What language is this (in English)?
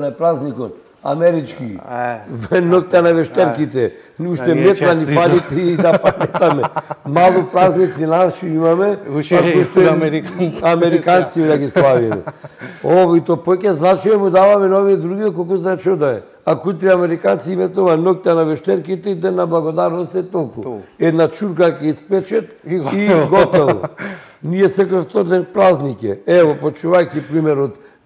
Macedonian